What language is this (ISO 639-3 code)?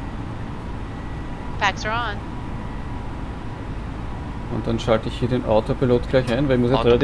deu